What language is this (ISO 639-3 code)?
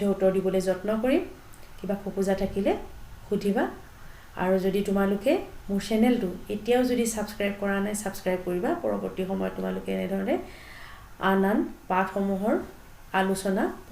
asm